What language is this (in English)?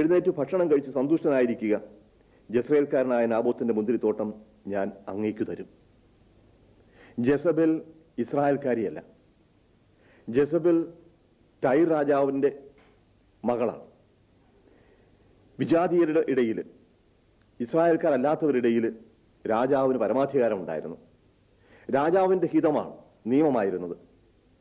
Malayalam